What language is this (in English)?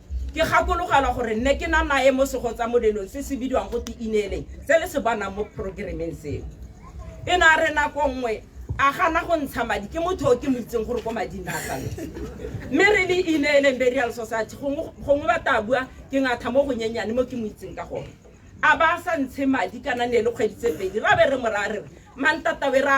Tswana